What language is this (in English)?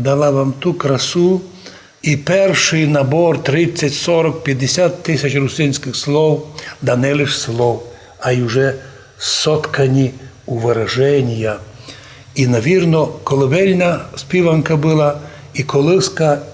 Rusyn